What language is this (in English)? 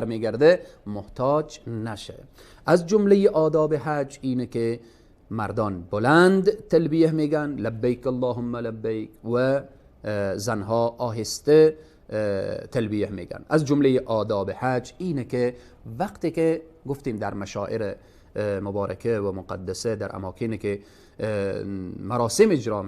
Persian